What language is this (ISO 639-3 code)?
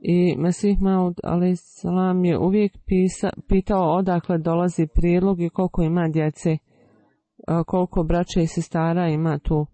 bos